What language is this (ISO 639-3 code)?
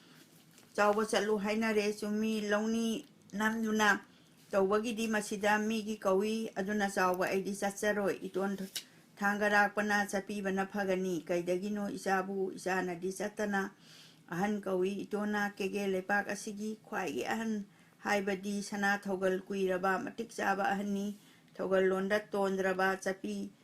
mni